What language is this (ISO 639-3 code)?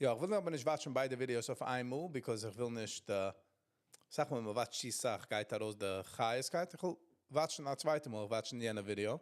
yid